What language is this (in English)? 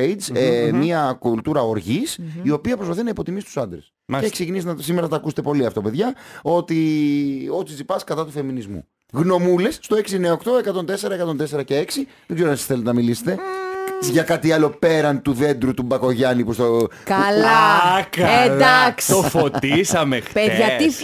Greek